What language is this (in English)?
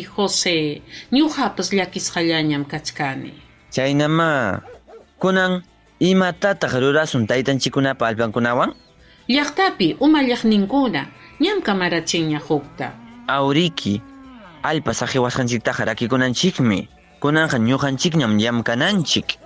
Ayacucho Quechua